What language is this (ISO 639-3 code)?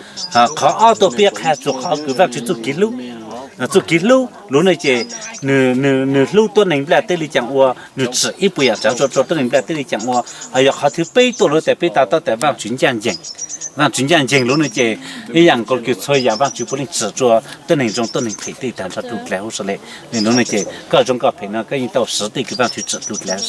hmn